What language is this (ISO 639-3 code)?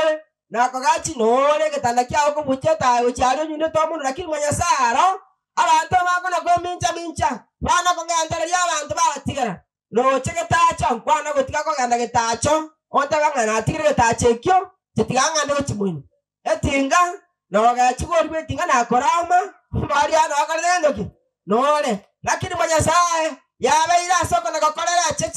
guz